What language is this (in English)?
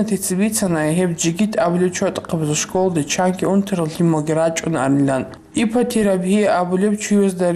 Avaric